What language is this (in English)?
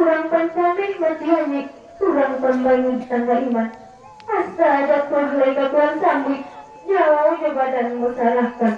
Minangkabau